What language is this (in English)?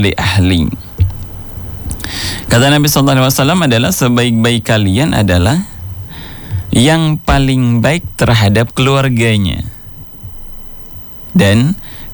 Indonesian